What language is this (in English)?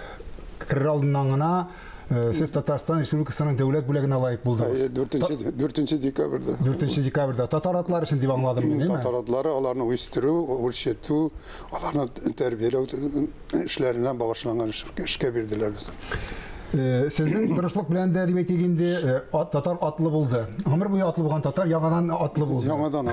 Tatar